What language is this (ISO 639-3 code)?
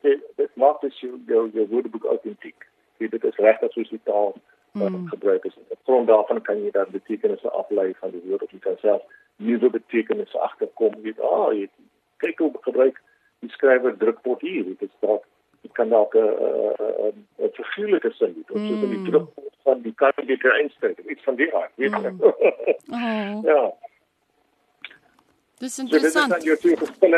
afr